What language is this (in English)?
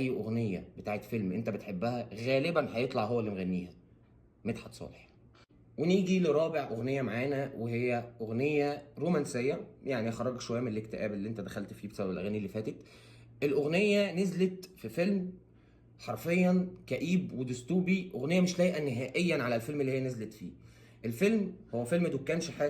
Egyptian Arabic